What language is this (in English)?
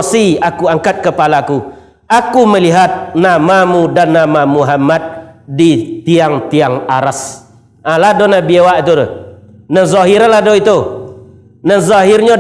Minangkabau